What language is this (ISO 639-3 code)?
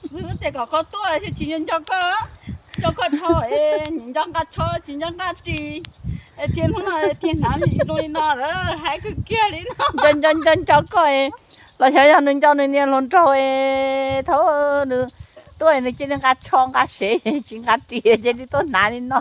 hmn